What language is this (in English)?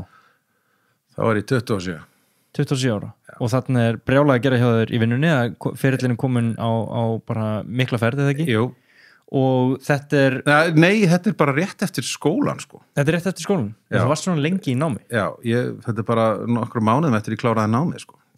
Icelandic